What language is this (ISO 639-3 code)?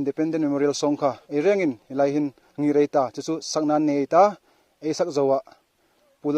hmr